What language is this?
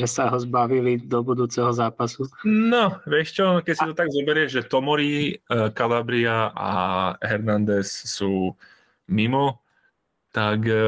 Slovak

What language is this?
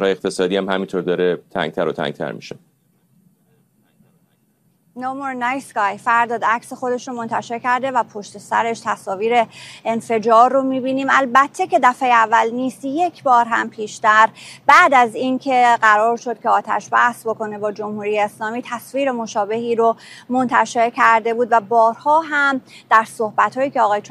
Persian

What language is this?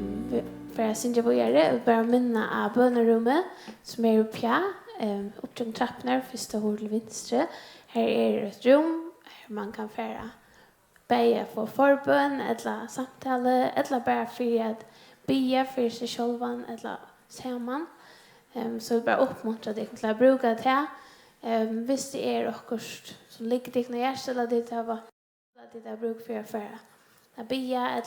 Faroese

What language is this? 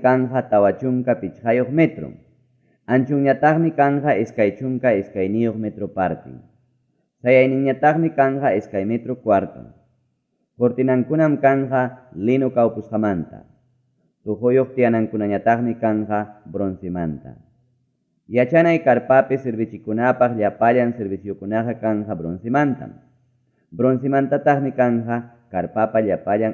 Ayacucho Quechua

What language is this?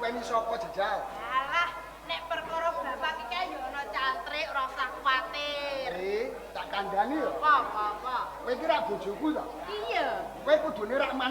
Javanese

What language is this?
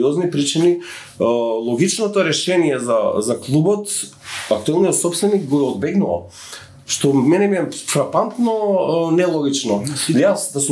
Macedonian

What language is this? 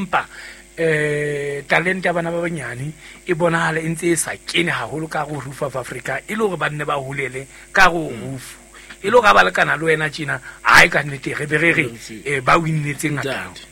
Southern Sotho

